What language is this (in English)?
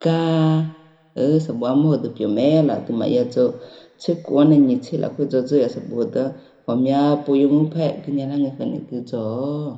Akha